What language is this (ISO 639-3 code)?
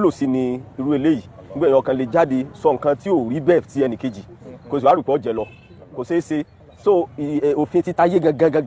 yor